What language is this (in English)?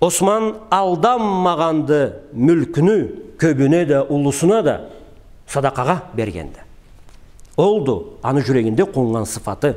Karachay-Balkar